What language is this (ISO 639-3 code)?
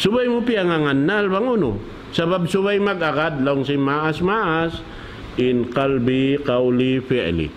tsg